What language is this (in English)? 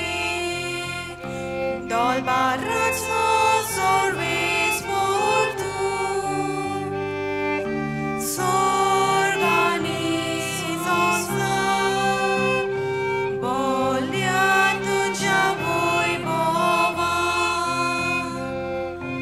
Konkani